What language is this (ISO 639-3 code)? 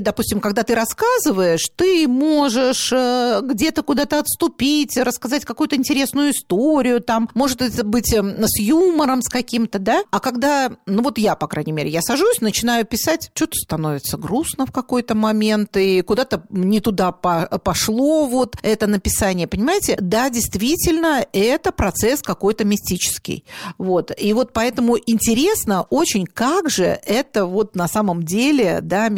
rus